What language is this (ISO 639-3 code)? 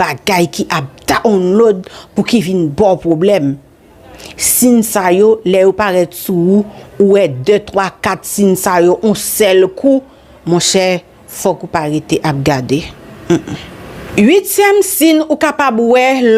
hat